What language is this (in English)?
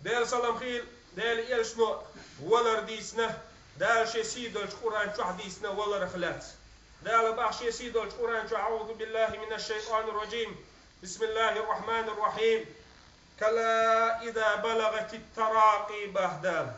Chechen